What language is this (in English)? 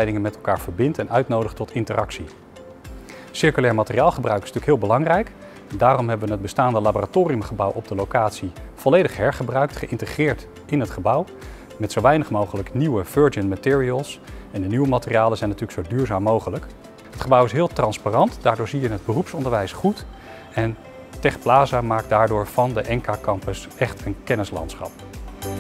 Dutch